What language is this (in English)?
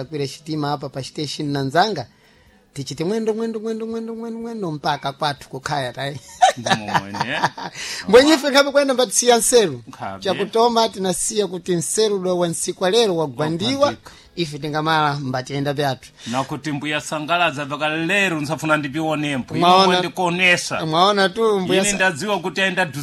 Sena